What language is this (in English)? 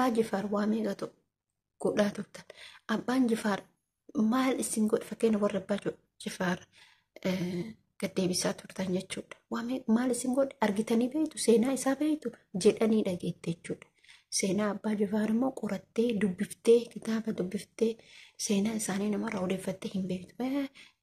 Oromo